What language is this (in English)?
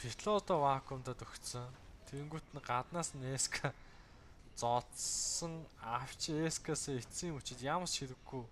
Mongolian